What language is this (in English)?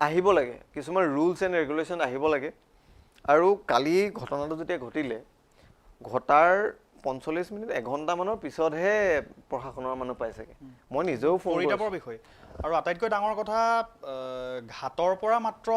Assamese